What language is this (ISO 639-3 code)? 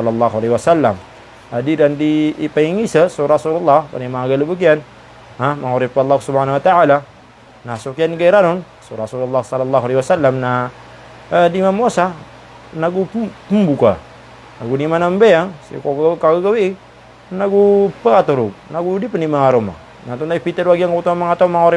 mrw